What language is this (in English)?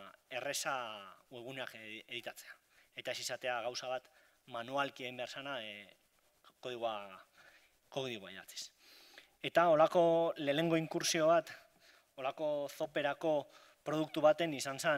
Basque